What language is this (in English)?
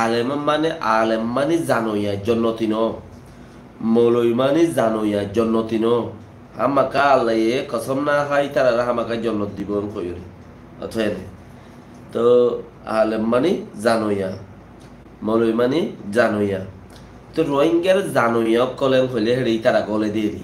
Rohingya